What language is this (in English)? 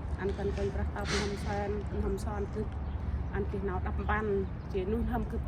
Central Mnong